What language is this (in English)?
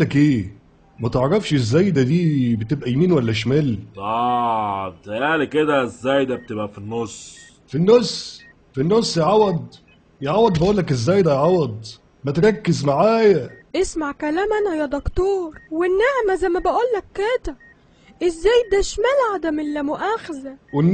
Egyptian Arabic